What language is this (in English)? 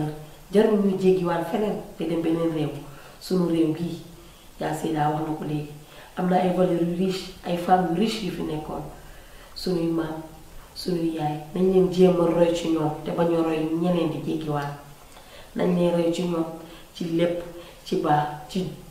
Wolof